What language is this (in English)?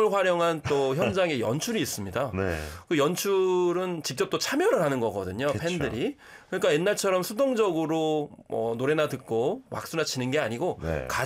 Korean